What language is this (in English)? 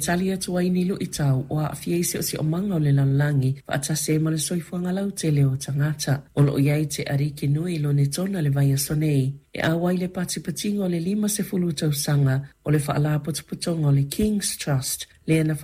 Samoan